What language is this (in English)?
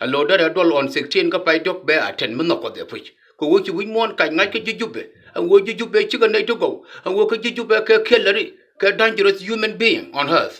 Nuer